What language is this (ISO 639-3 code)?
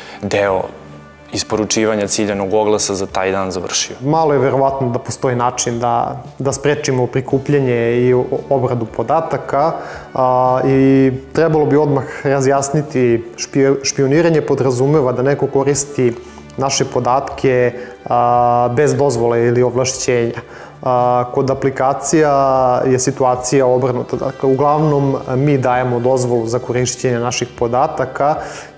srp